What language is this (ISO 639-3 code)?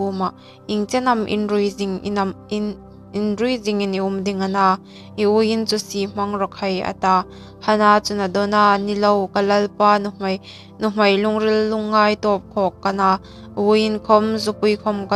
hmr